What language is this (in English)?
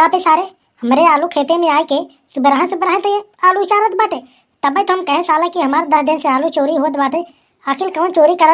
Awadhi